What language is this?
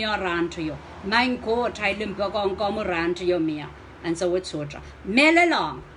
Pohnpeian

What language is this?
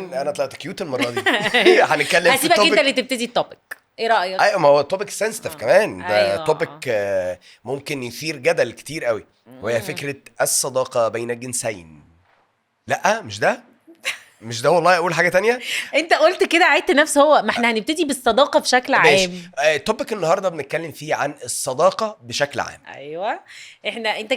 Egyptian Arabic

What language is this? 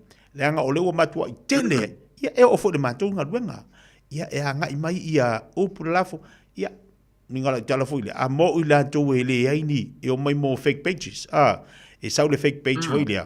Samoan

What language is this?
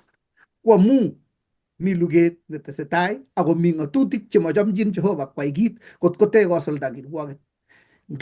Kalenjin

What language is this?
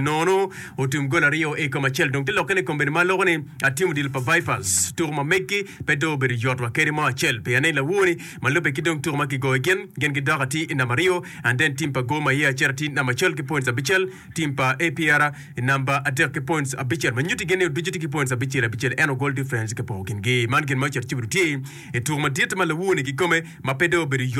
Acoli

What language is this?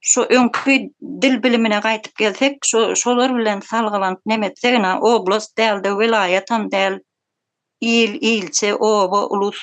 Turkmen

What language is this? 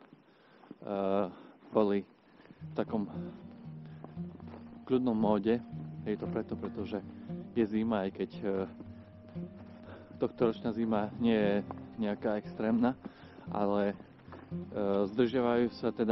Slovak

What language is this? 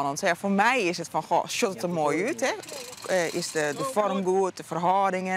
Western Frisian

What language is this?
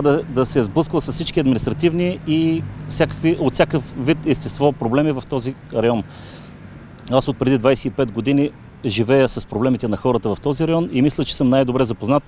Bulgarian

